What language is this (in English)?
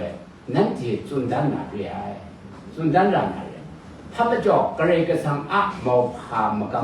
Kachin